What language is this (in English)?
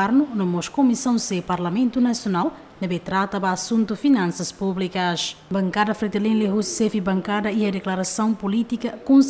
Tetum